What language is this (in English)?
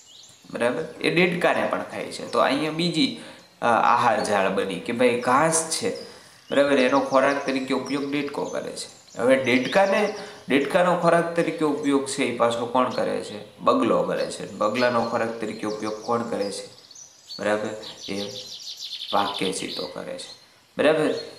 Gujarati